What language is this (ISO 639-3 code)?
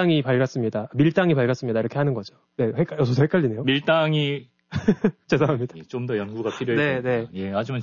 kor